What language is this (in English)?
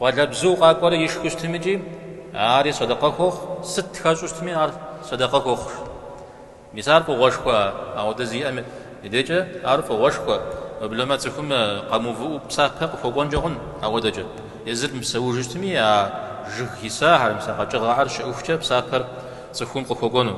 Kabardian